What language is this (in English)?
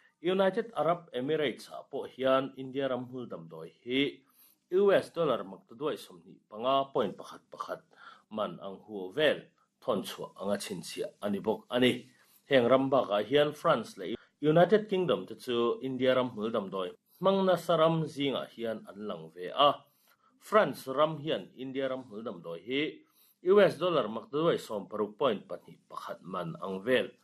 Mizo